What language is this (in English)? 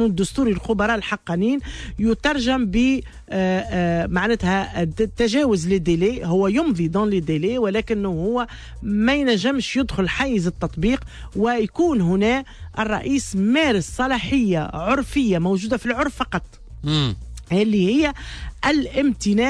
Tunisian Arabic